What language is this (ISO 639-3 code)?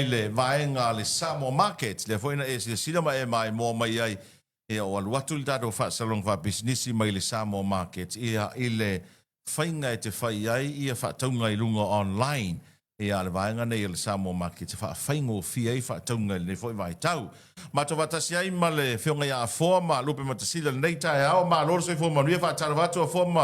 smo